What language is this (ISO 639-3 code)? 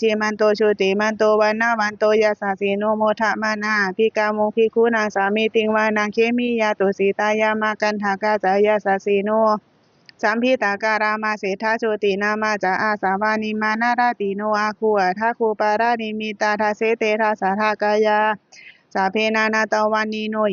pli